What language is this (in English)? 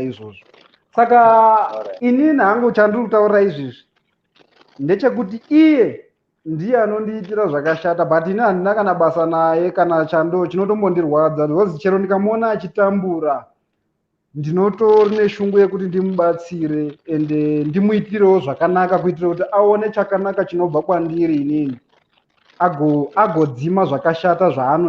Shona